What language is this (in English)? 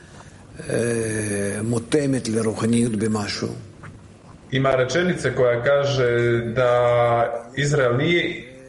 Croatian